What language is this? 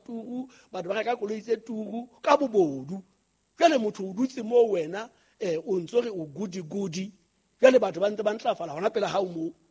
Southern Sotho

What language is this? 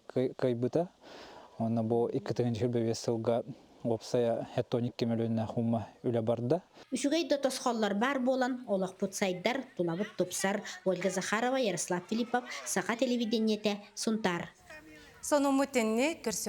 Yakut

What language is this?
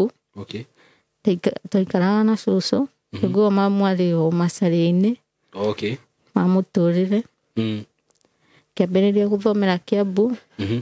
Kikuyu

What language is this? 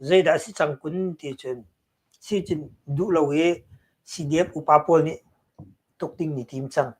Hakha Chin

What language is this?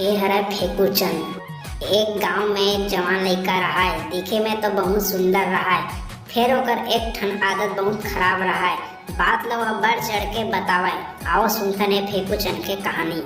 Chhattisgarhi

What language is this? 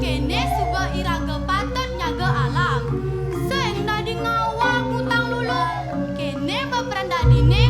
Balinese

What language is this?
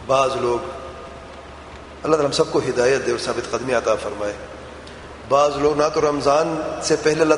Urdu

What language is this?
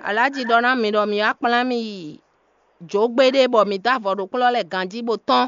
Fon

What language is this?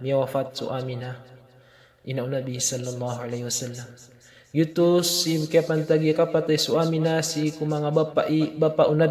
Maranao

